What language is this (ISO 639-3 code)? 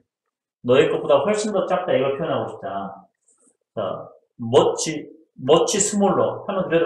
kor